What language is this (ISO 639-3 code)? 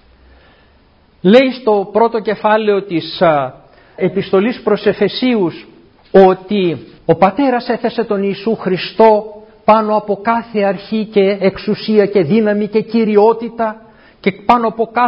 ell